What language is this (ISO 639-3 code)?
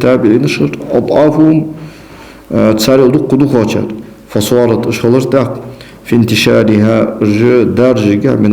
inh